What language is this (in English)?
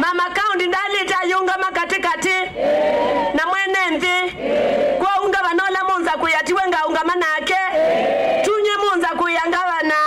Kamba